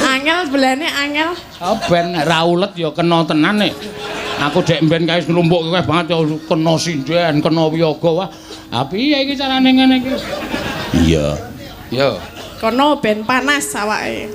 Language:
Javanese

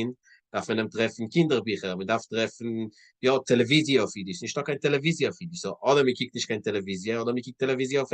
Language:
Yiddish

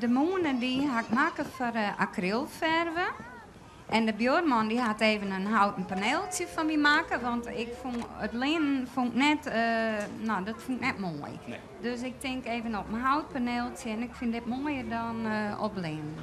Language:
Western Frisian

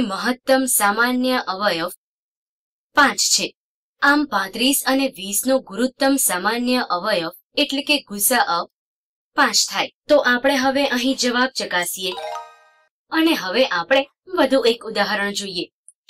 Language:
Gujarati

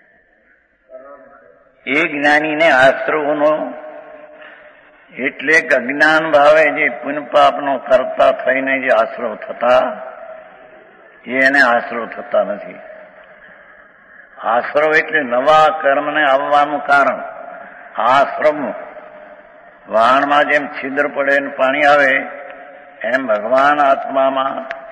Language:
Gujarati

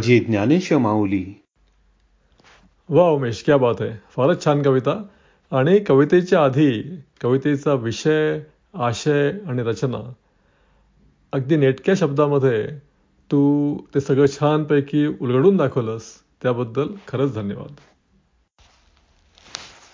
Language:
Marathi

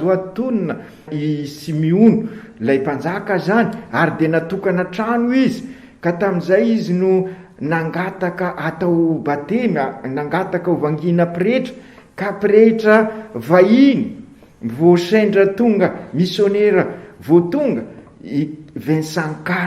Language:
Malagasy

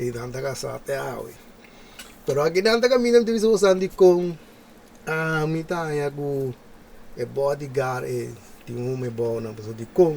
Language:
Papiamento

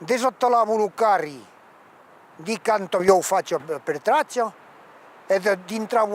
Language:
Occitan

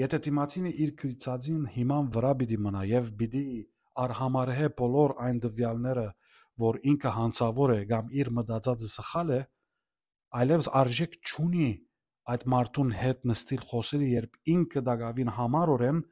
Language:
Western Armenian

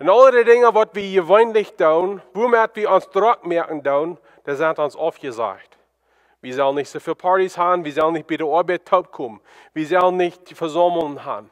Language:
Plautdietsch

